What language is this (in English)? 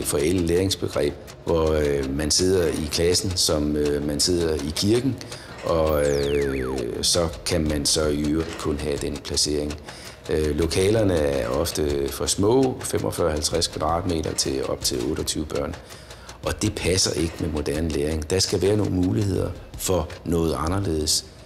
Danish